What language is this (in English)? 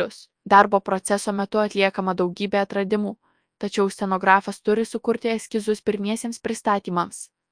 Lithuanian